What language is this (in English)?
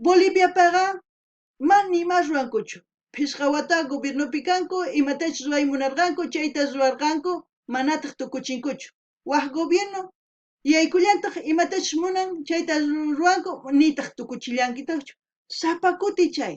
South Bolivian Quechua